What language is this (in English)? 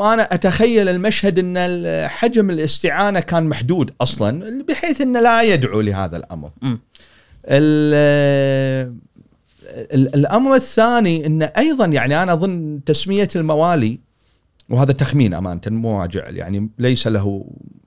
Gulf Arabic